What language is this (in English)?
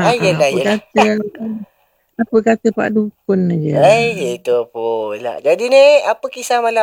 Malay